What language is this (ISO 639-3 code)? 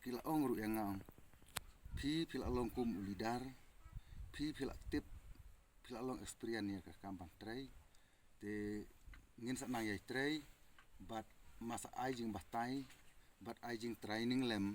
kha